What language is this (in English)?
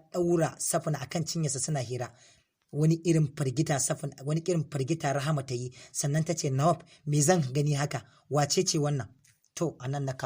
Hausa